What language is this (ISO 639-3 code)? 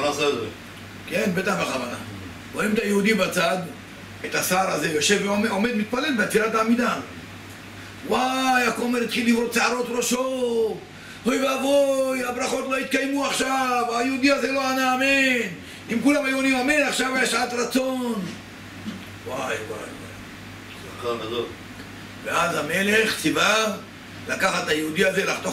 heb